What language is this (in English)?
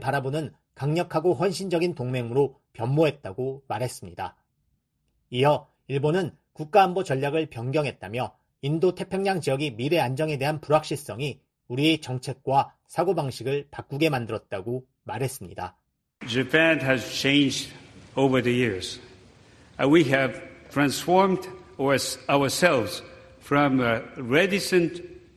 Korean